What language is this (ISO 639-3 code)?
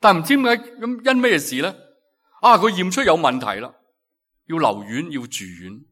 yue